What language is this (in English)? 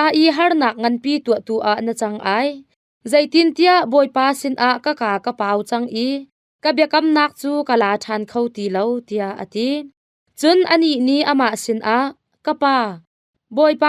Hakha Chin